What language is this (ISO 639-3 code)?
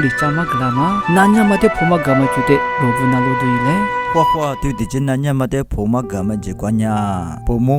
lis